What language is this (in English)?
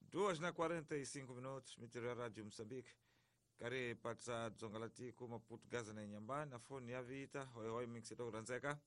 Tsonga